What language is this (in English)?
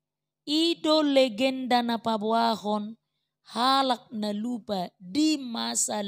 Batak Toba